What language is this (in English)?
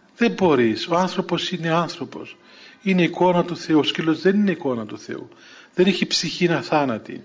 Greek